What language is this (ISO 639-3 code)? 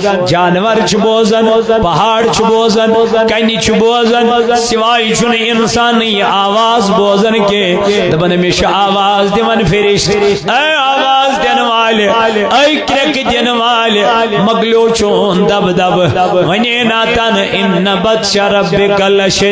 kas